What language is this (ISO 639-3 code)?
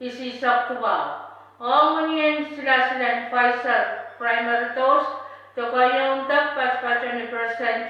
pon